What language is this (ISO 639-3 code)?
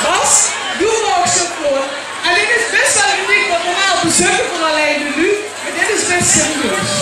lim